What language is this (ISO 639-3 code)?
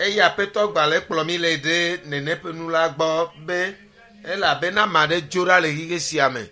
ewe